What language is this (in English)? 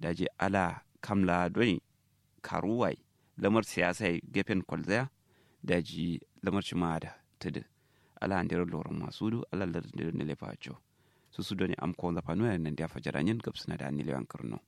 Kanuri